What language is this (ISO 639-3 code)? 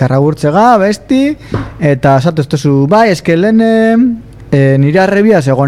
eus